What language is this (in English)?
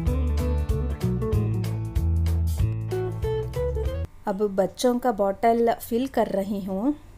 Hindi